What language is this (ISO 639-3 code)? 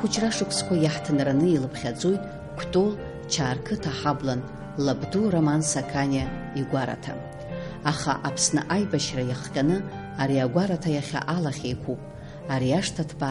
abk